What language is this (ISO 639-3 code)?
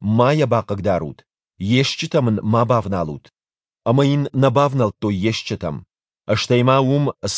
oss